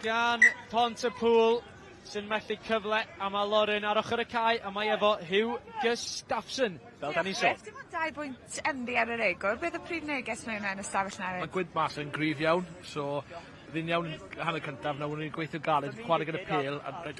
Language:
Welsh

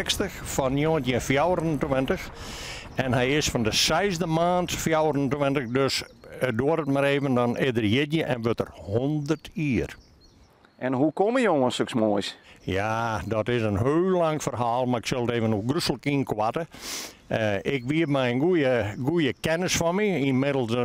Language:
Western Frisian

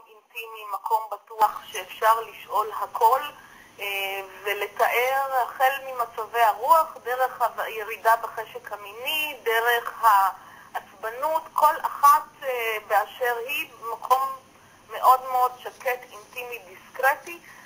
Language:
Hebrew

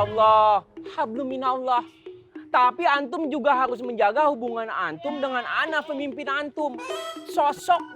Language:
Betawi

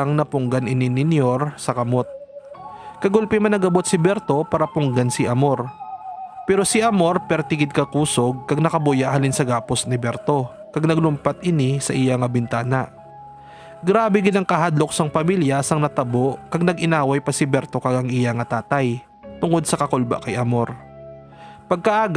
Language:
Hiligaynon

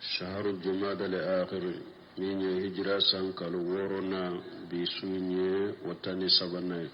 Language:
Bambara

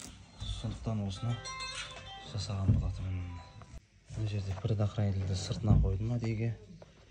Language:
Kazakh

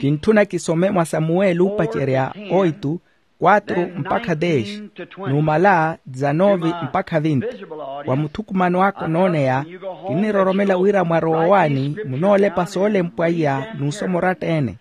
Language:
Makhuwa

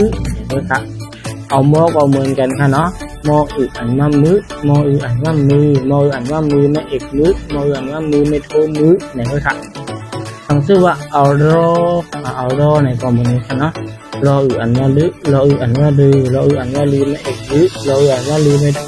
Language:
Shan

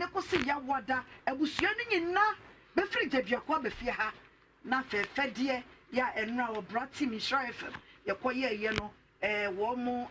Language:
Akan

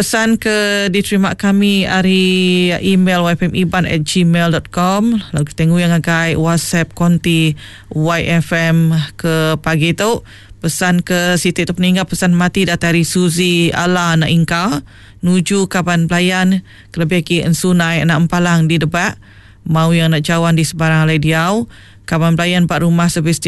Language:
Iban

